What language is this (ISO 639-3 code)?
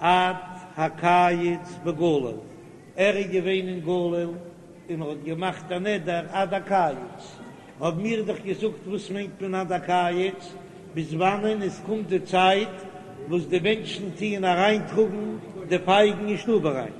yid